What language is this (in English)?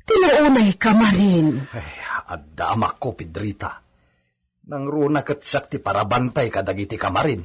Iloko